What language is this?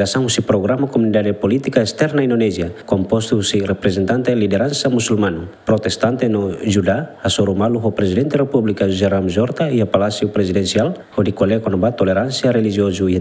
Tetum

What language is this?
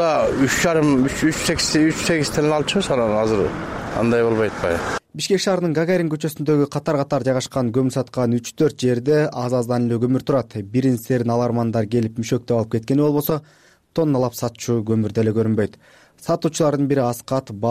Kyrgyz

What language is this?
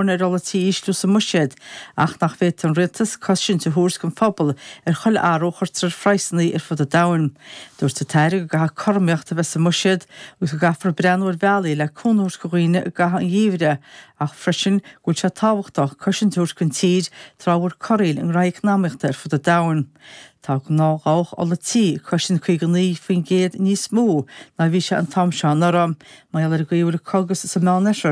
Irish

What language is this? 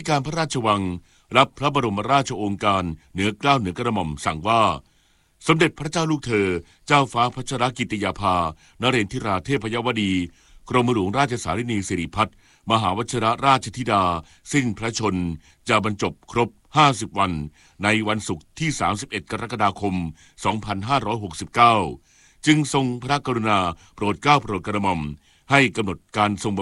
Thai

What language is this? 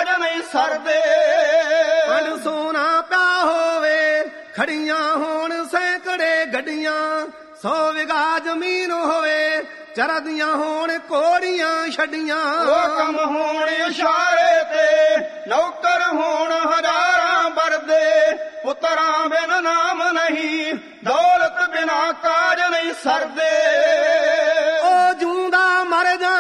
Punjabi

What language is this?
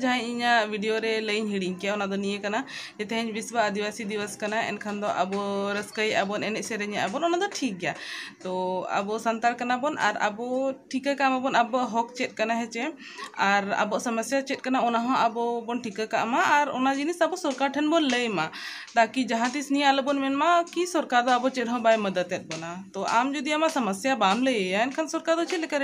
Santali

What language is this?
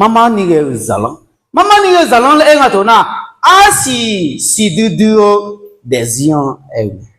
Akha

